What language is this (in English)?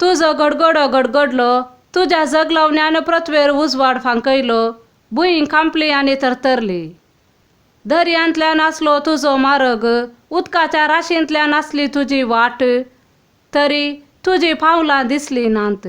Konkani